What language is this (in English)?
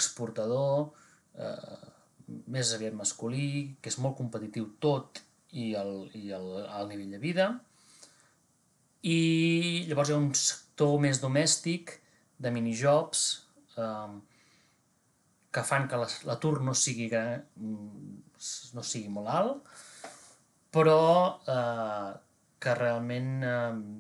Catalan